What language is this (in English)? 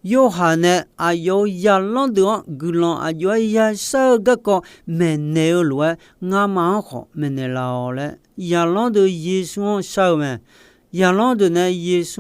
Akha